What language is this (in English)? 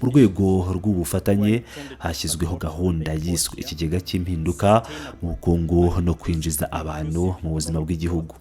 Kinyarwanda